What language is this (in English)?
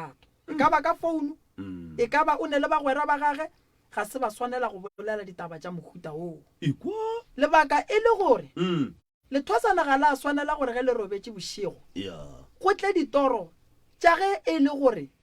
Northern Sotho